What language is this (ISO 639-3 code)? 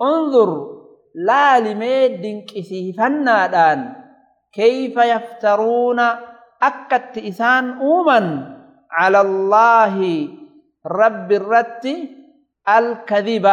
orm